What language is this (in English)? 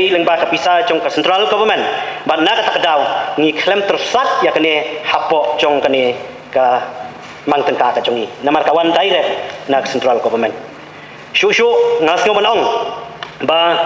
Khasi